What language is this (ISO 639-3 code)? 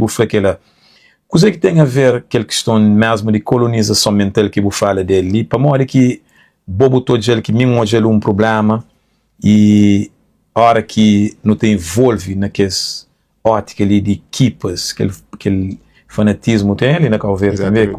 kea